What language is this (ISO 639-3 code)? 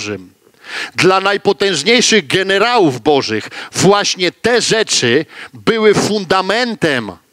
pol